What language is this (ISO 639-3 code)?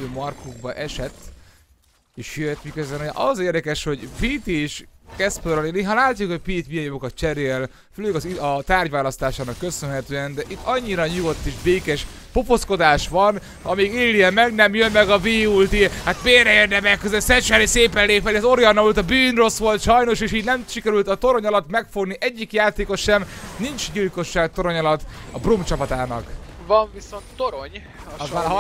hun